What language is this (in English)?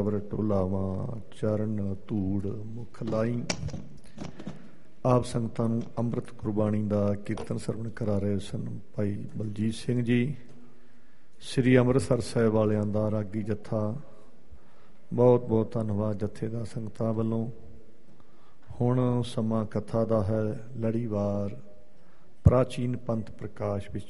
Punjabi